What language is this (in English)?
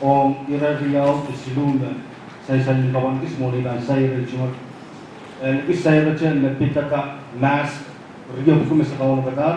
Pohnpeian